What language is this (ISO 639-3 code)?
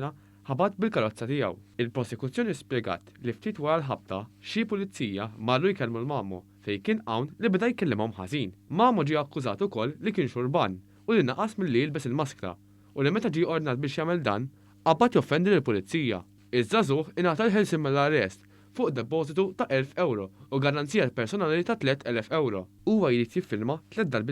mlt